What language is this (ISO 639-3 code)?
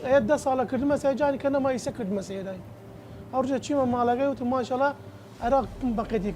sdh